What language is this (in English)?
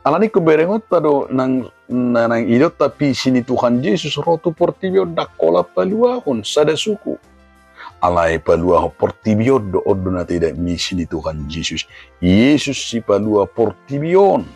Batak Toba